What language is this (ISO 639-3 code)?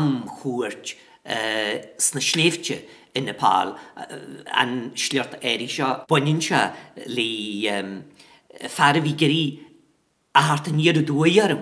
gle